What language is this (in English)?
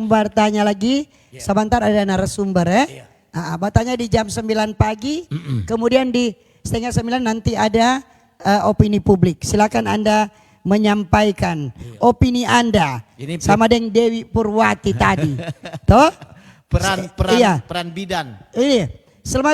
Manado Malay